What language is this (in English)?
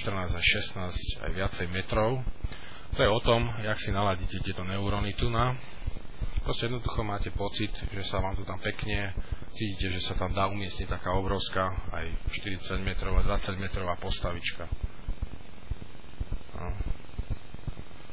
Slovak